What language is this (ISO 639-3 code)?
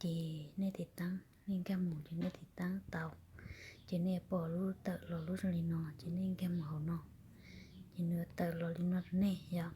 hmn